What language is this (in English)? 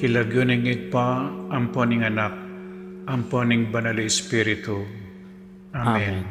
Pampanga